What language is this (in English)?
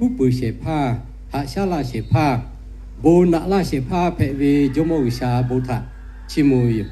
Lahu